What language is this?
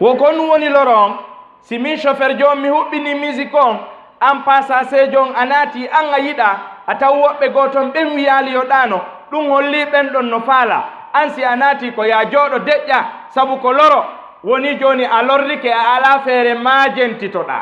Fula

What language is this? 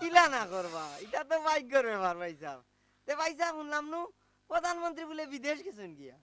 Sylheti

